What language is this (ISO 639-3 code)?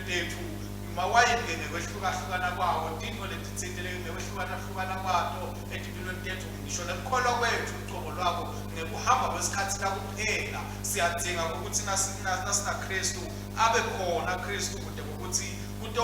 ssw